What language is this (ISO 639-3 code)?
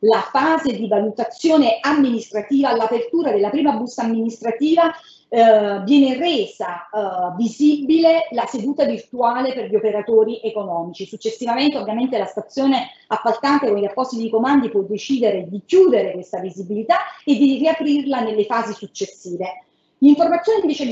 ita